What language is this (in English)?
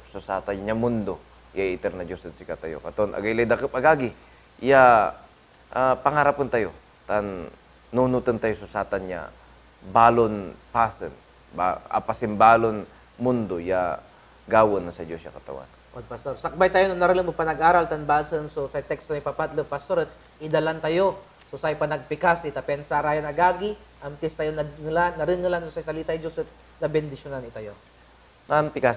Pangasinan